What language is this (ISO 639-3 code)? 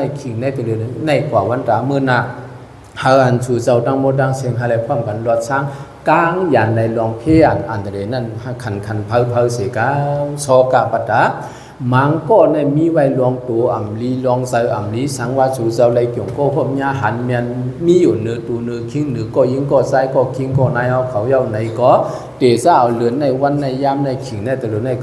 shn